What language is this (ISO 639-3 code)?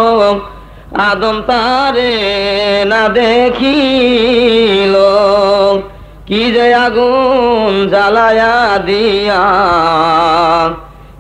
ben